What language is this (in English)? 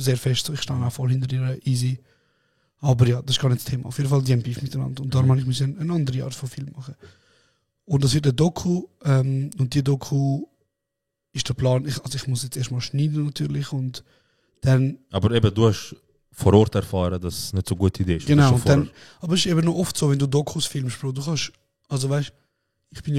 Swiss German